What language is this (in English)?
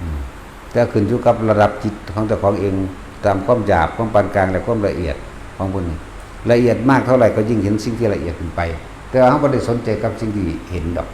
Northeastern Thai